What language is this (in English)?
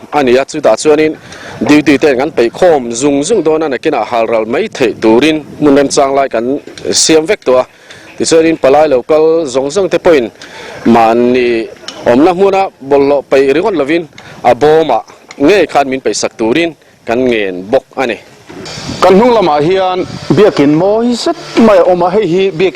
Mizo